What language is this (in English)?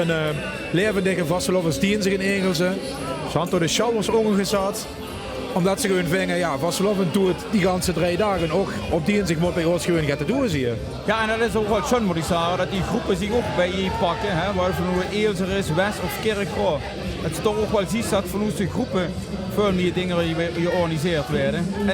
Limburgish